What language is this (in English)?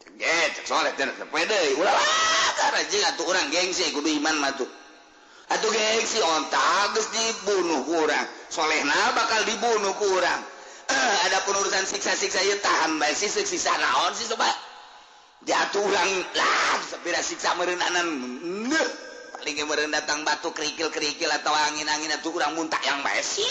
Sundanese